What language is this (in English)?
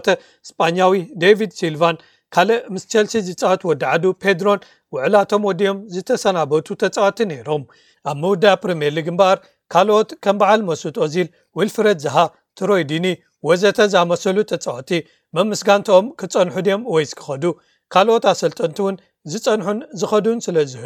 Tigrinya